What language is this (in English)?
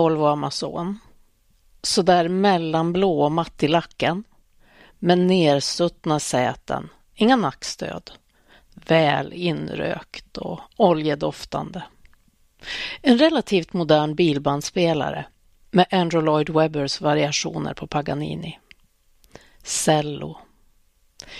Swedish